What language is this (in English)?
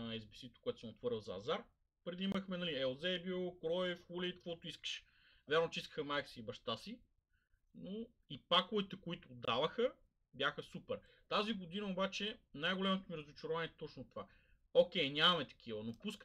Bulgarian